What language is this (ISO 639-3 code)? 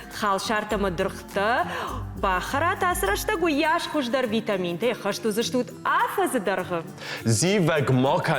oss